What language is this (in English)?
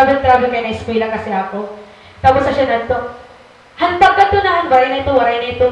Waray